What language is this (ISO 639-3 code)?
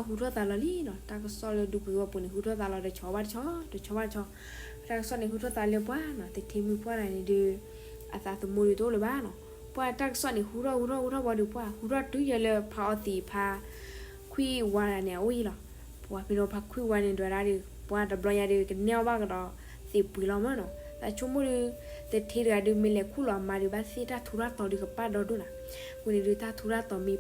ksw